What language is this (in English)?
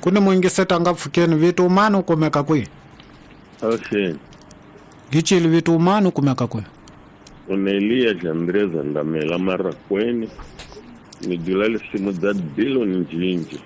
Tsonga